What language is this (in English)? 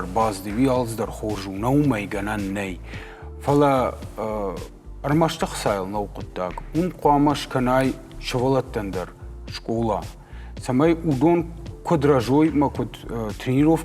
Ossetic